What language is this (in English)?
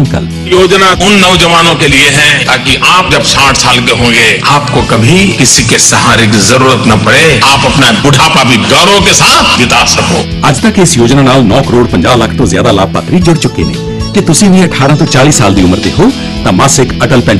Punjabi